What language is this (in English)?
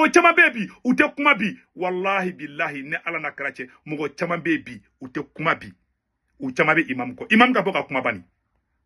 Bambara